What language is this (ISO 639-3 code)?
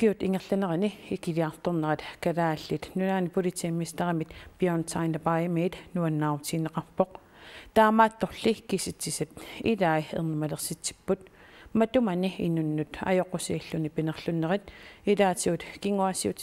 kal